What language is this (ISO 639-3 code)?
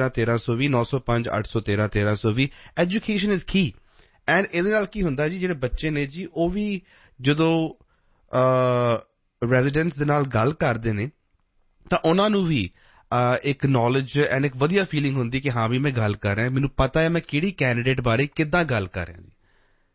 pan